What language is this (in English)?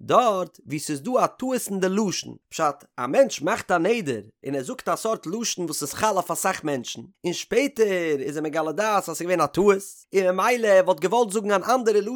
Yiddish